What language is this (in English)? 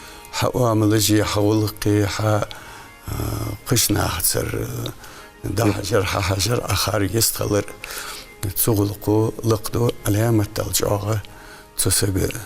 Ingush